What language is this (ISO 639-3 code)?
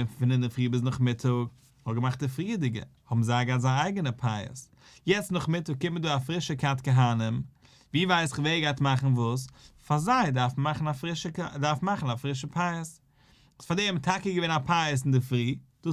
yid